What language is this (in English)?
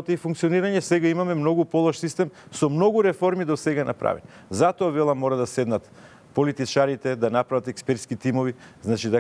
Macedonian